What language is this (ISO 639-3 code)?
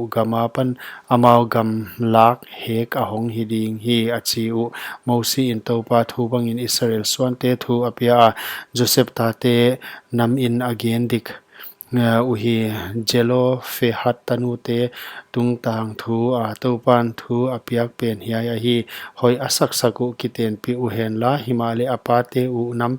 pck